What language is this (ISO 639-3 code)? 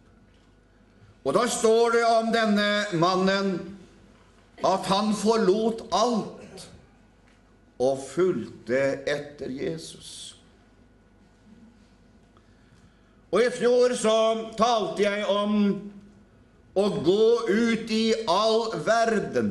nor